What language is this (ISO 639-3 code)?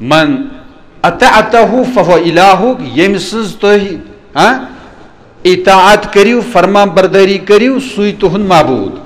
kas